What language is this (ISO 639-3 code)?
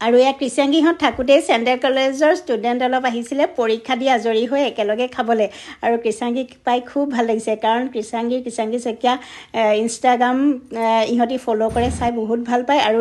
asm